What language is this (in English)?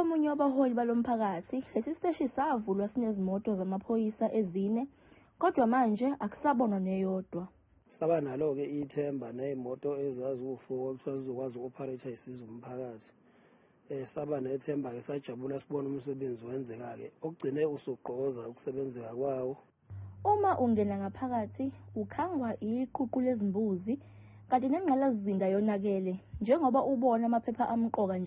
Zulu